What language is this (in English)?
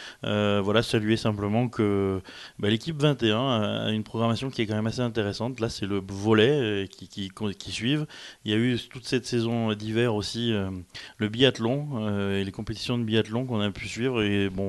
French